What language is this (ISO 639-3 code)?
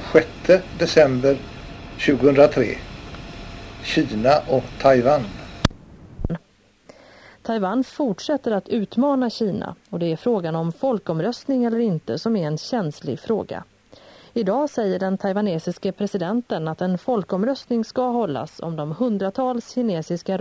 swe